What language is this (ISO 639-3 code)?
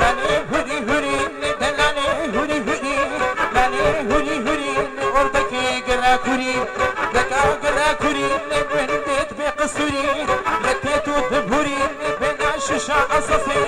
kur